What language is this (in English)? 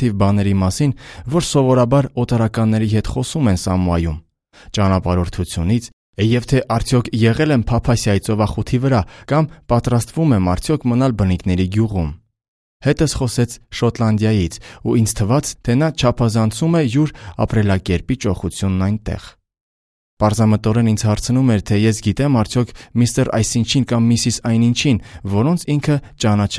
Armenian